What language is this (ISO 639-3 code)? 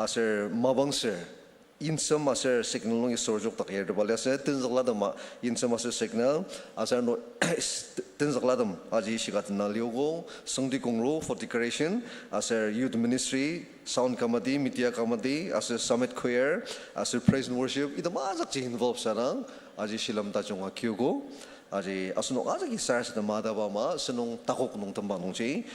njo